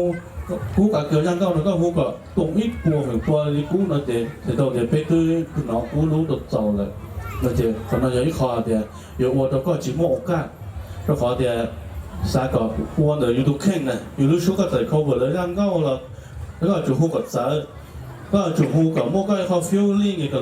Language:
Hmong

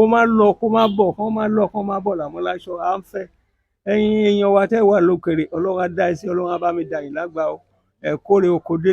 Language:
Yoruba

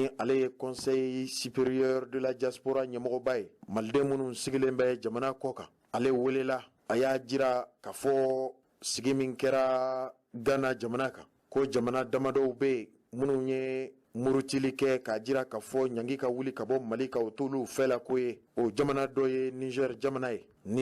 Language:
Bambara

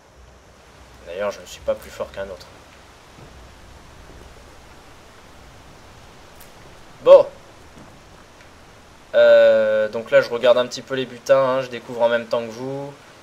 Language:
French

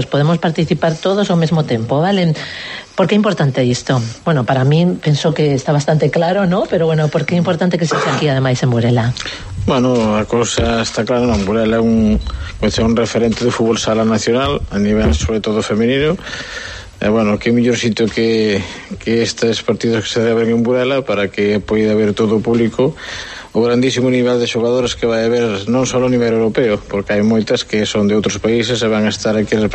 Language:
Galician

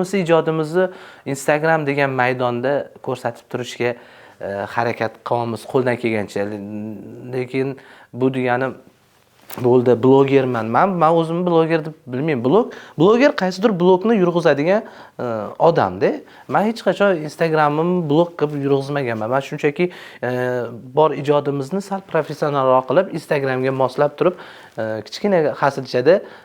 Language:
Uzbek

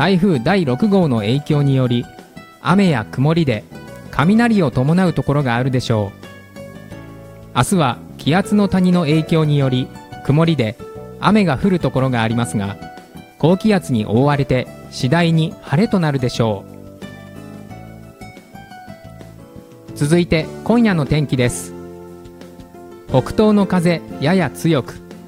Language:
Japanese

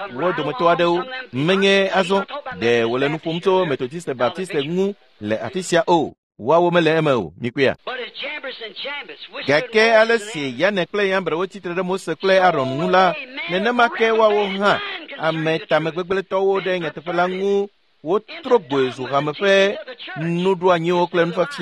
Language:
Ewe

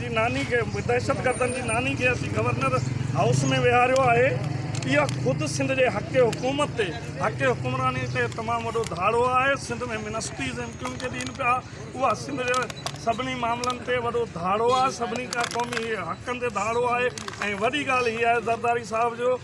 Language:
Sindhi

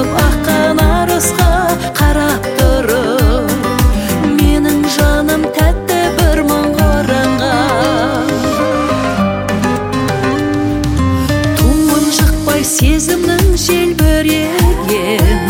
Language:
Kazakh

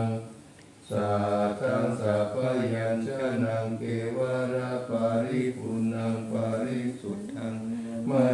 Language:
Pali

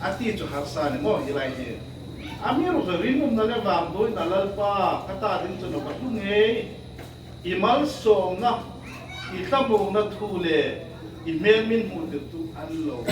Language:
Hmar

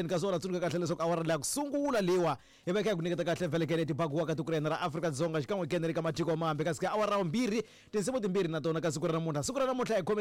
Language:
Tsonga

